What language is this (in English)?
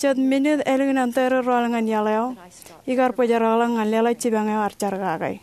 Marshallese